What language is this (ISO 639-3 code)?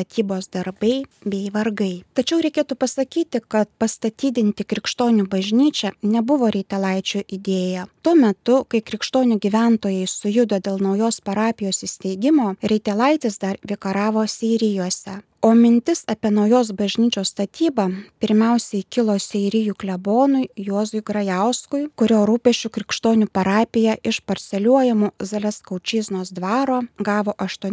lit